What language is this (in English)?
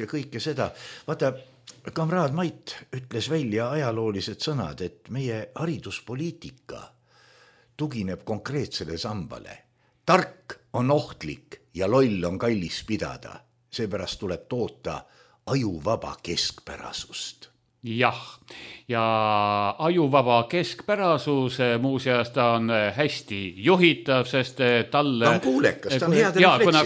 Estonian